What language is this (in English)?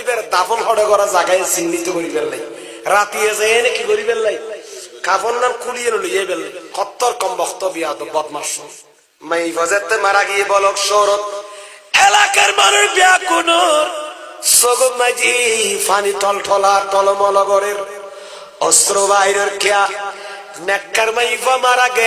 Rohingya